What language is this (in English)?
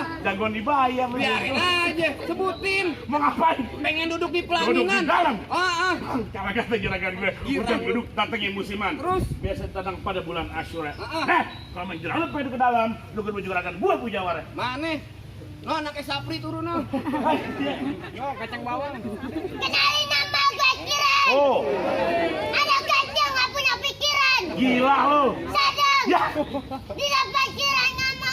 Betawi